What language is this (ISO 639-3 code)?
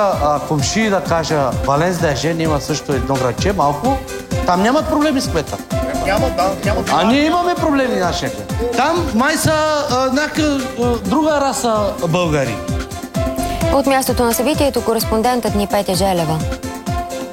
bul